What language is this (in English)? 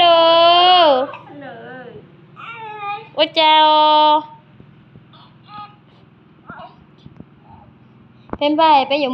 Vietnamese